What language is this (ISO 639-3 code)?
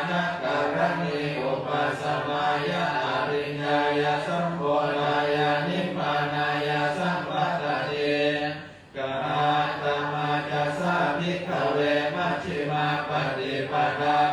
pli